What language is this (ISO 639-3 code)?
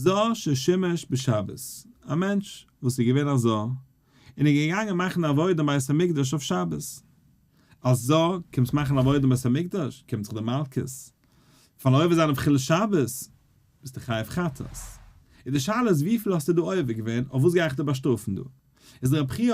yid